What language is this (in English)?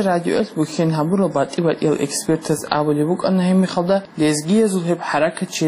Avaric